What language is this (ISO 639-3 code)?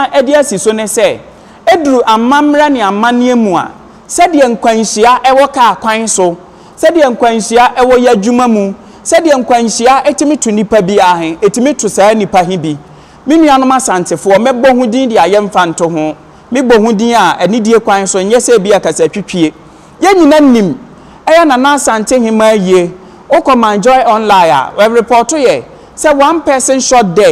aka